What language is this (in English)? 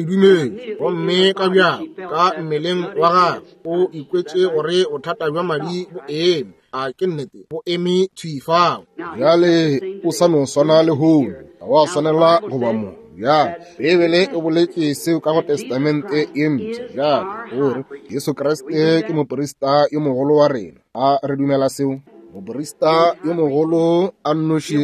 Northern Sotho